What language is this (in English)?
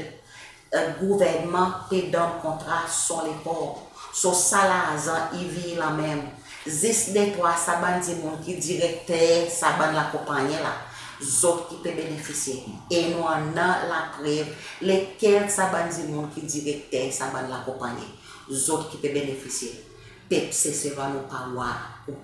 Seselwa Creole French